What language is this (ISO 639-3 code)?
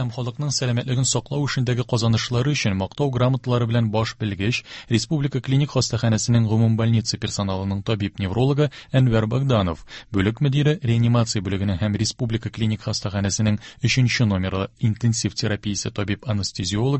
tat